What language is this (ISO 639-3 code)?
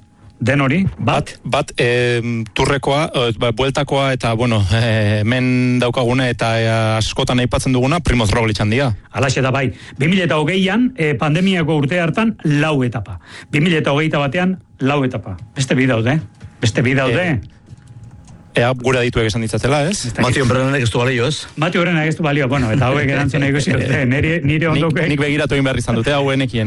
eus